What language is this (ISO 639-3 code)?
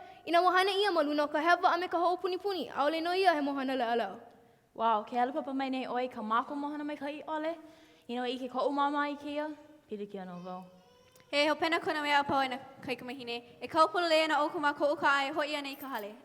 haw